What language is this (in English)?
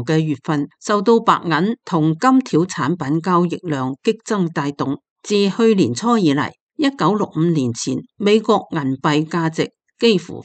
Cantonese